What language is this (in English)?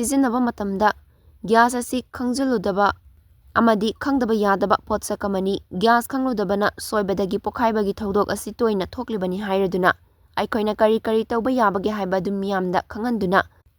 Manipuri